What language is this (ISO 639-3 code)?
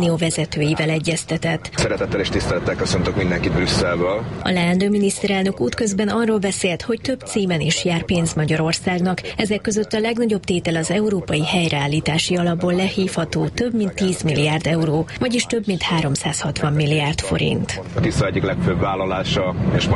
hun